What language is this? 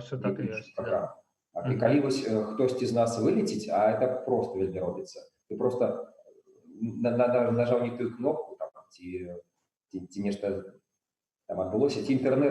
Belarusian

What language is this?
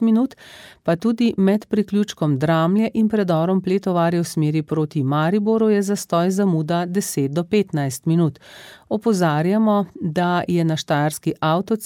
Slovenian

